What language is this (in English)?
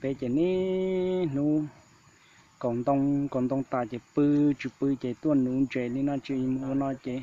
Hmong